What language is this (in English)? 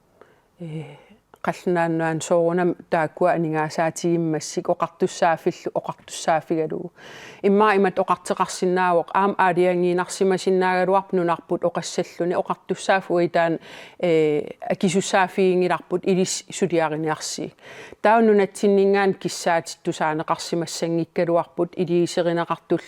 Kalaallisut